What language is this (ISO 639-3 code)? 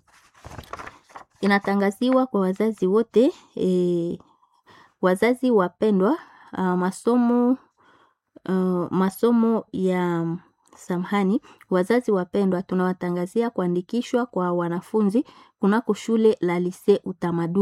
swa